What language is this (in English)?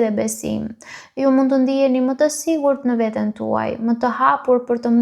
Albanian